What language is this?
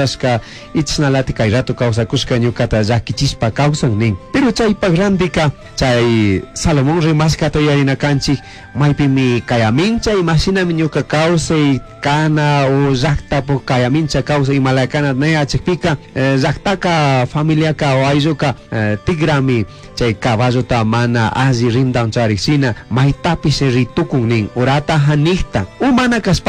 Chimborazo Highland Quichua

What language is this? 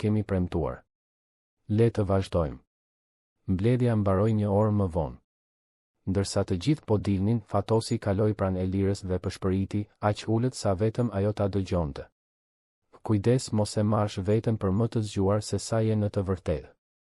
Albanian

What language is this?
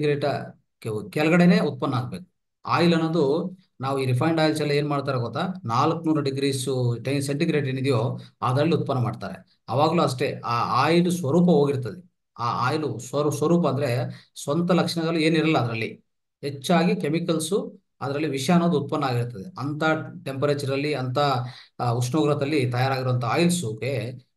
Kannada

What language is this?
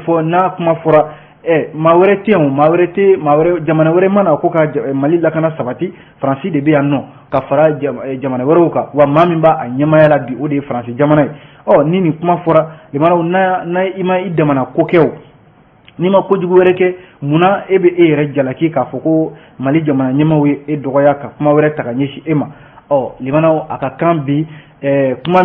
Bambara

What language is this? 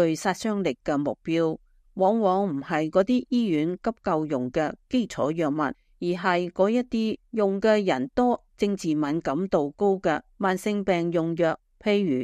Cantonese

